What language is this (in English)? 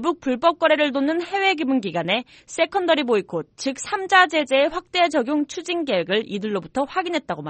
Korean